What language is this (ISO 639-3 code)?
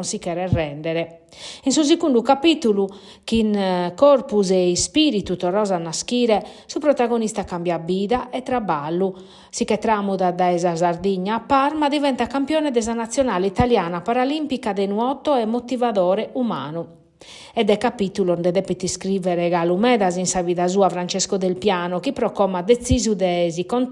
srd